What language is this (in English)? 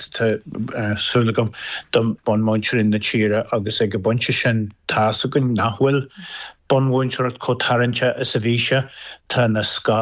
Irish